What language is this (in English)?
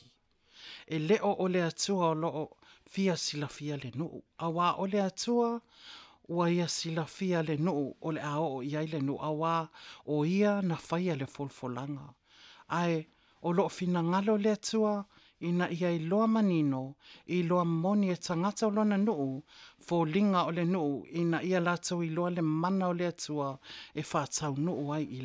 Samoan